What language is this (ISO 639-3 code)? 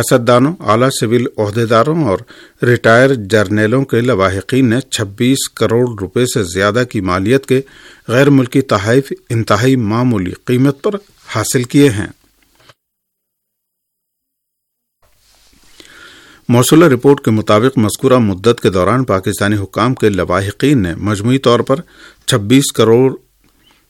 urd